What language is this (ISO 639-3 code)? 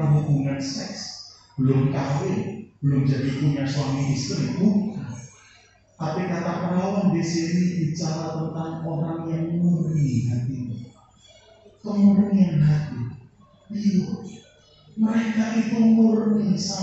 ind